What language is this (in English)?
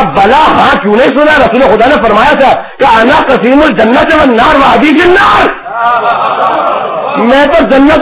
Urdu